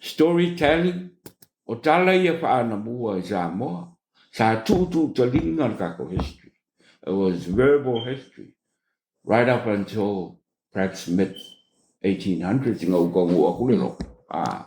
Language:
Samoan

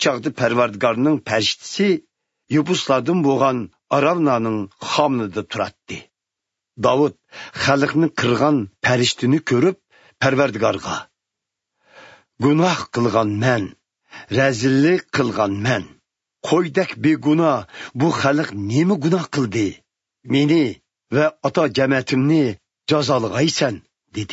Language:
Uyghur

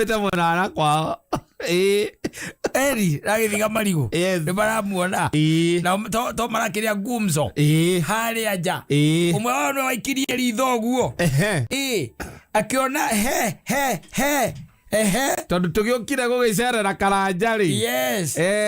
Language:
Kikuyu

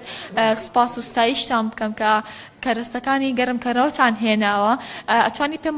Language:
Central Kurdish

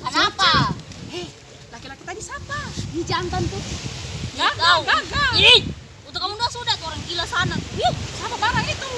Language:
Ambonese Malay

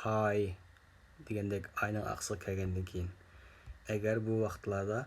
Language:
Uyghur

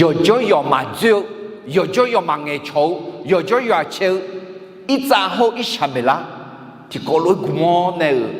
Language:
Akha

